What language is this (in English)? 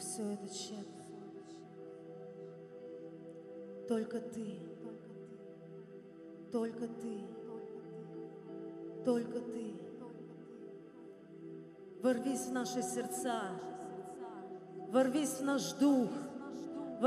Russian